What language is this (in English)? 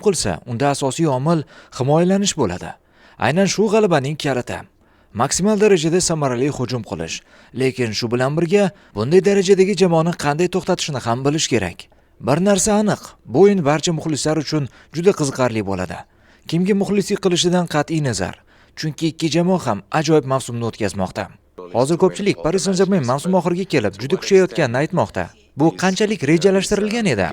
Uzbek